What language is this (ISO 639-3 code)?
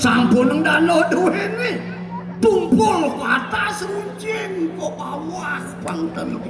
ban